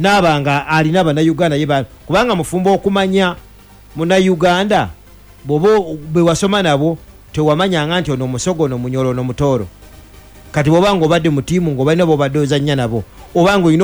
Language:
Ganda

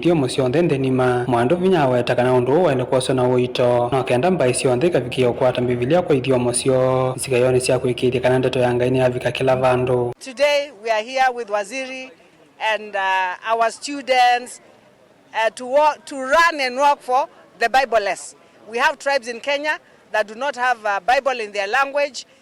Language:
Kamba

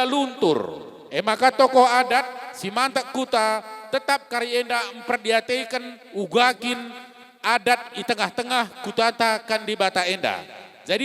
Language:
Batak Karo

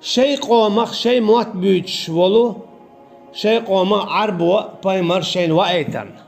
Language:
Chechen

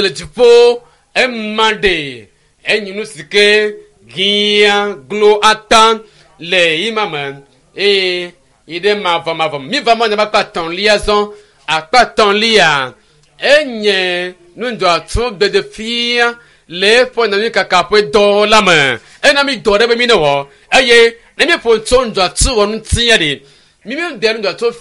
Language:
Ewe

